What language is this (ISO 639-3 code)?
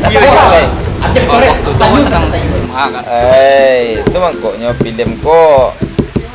min